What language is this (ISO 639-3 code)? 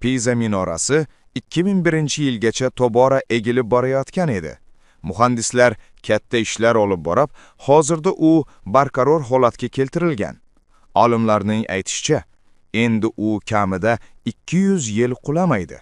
uzb